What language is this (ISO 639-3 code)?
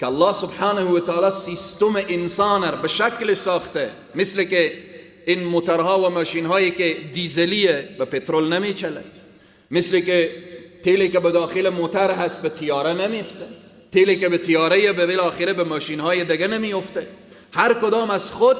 fas